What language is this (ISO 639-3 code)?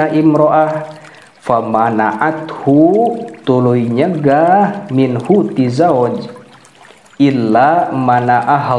sun